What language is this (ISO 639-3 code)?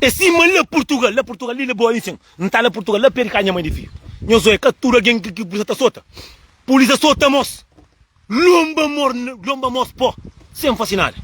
kea